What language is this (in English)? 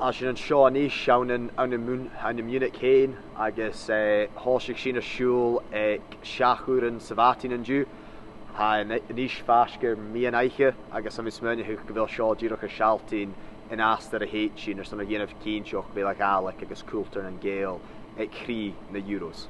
Scottish Gaelic